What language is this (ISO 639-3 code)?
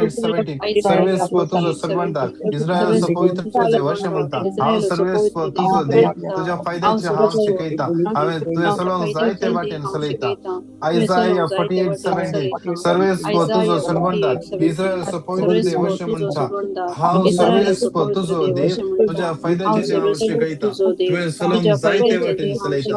kok